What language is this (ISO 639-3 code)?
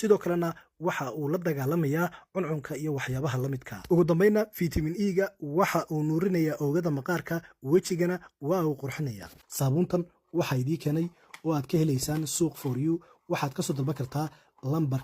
som